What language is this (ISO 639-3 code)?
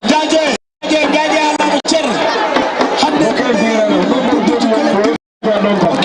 ful